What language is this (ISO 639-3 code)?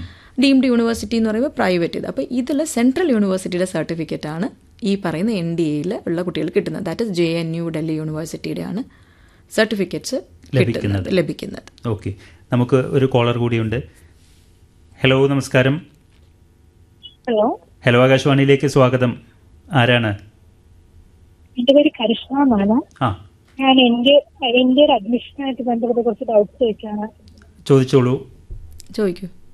mal